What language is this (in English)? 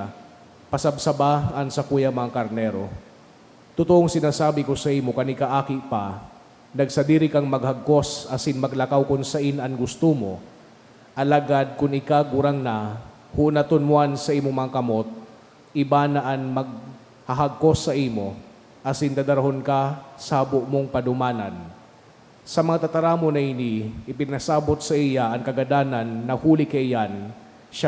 Bikol